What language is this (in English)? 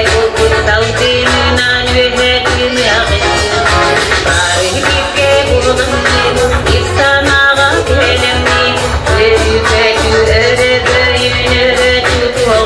Yakut